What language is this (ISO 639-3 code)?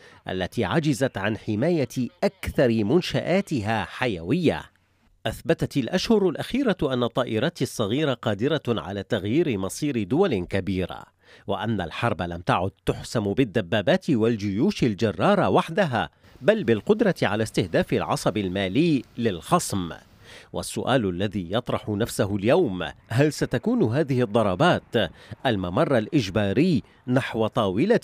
ara